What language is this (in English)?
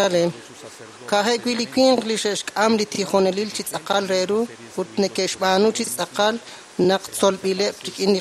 Kekchí